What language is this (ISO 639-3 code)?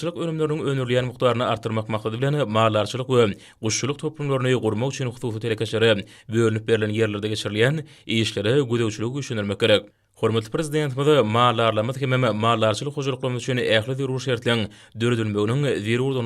tuk